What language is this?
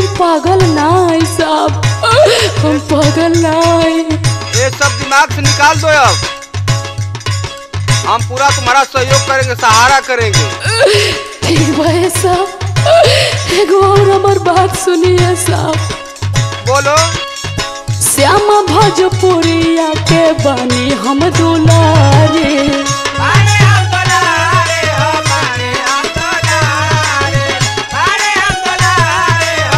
Bhojpuri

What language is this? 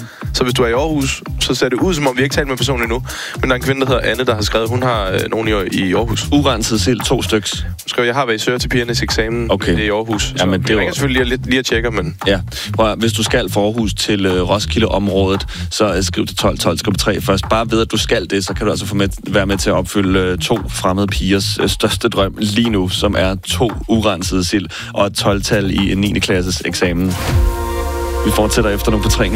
Danish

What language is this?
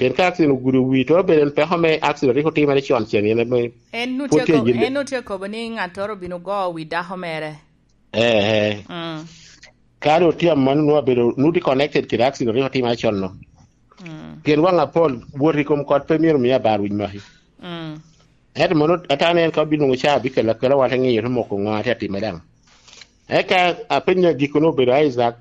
Lango (Uganda)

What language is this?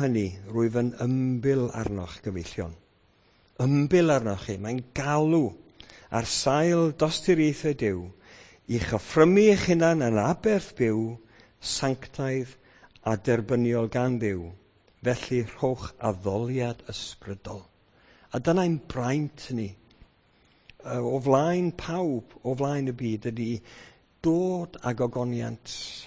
Welsh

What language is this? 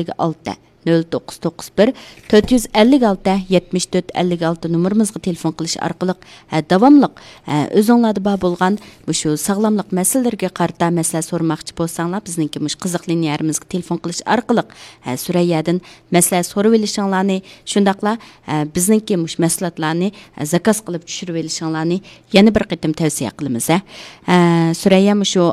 Uyghur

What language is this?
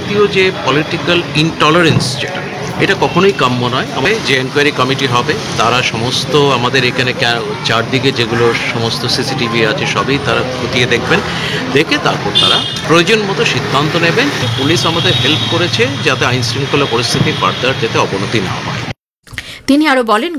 Bangla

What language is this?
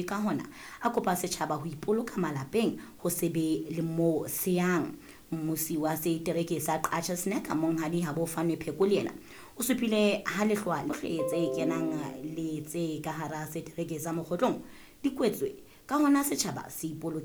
Southern Sotho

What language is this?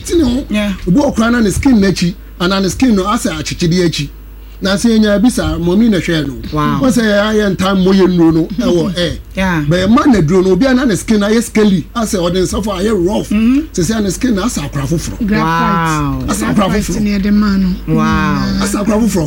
Akan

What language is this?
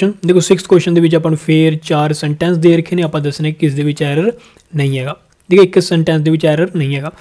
Punjabi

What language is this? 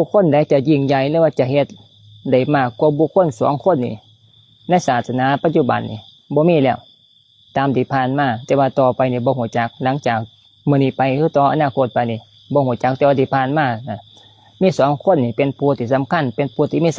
Lao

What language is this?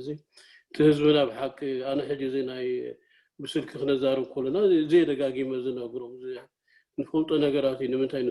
Tigrinya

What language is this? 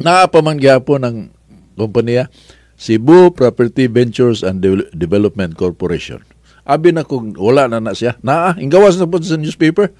Cebuano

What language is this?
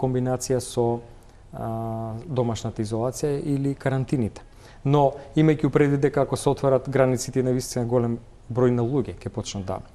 Macedonian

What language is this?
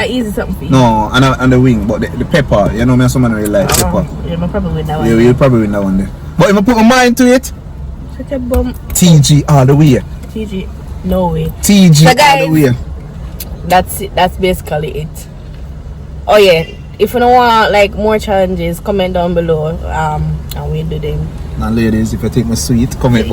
Jamaican Creole English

